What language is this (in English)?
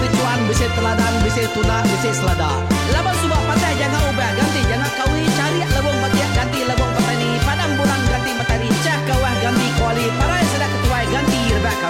Iban